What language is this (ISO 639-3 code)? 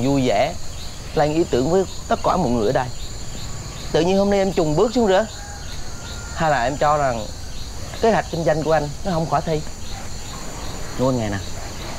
vie